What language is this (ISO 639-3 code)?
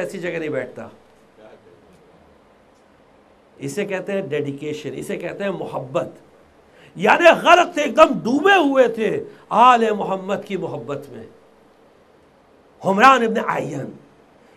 urd